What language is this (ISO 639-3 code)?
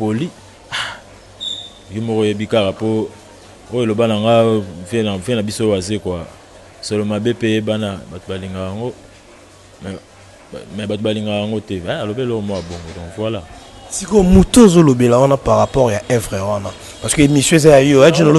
lin